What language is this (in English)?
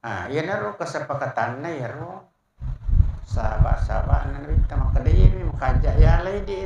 Buginese